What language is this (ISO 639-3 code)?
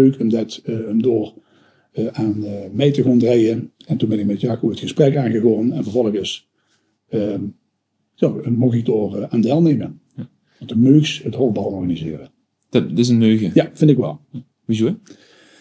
lim